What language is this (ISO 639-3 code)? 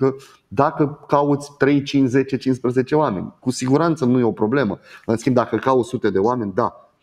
ron